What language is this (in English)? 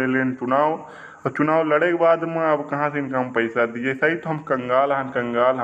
Awadhi